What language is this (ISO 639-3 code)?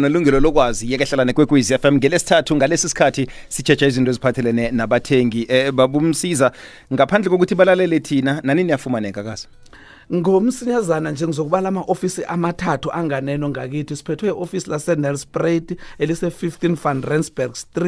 nbl